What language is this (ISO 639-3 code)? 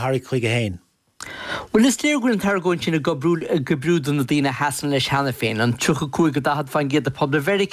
gle